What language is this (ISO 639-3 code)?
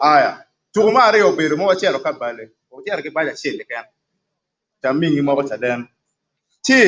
ach